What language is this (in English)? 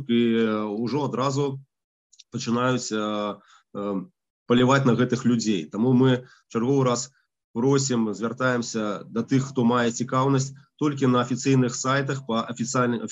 Belarusian